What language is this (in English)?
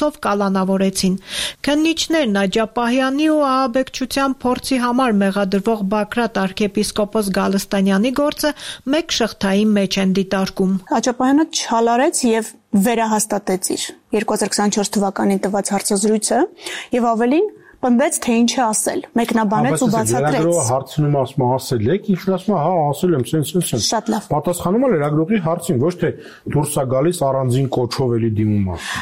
Armenian